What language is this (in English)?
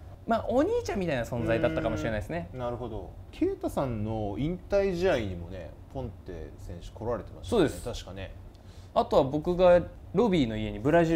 Japanese